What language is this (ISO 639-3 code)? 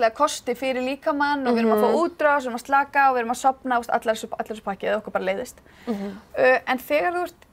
isl